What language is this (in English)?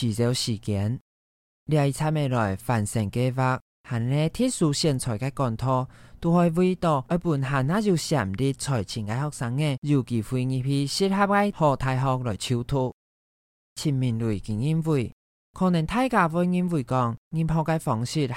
Hakka Chinese